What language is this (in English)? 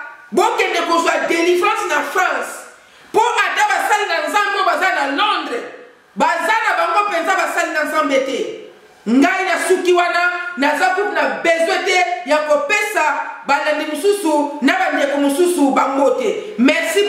Lingala